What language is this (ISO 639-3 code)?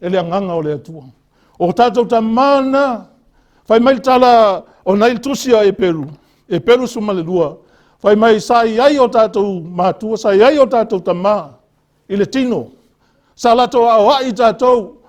smo